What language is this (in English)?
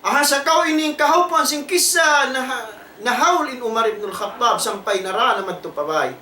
Tausug